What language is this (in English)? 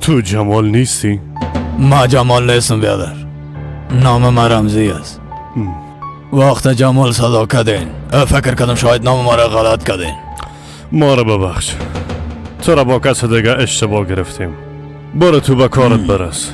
Persian